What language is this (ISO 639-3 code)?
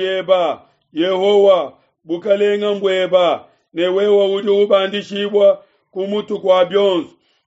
lua